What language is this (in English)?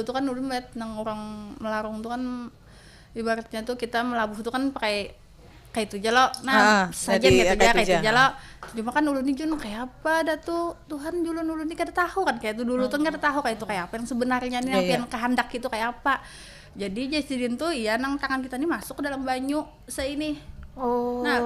Banjar